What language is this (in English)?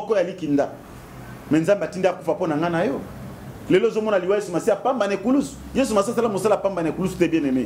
Lingala